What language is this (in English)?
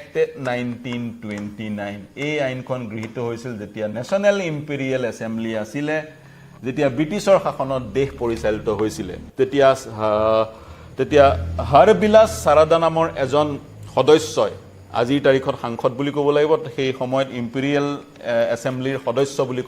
Assamese